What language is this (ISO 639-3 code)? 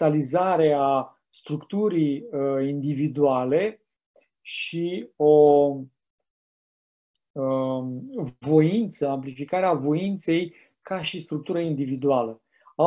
ron